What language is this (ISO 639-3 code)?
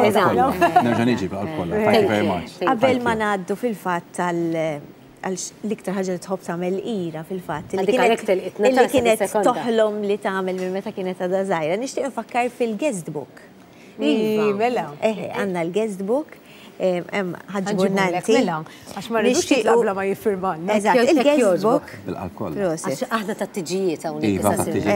mlt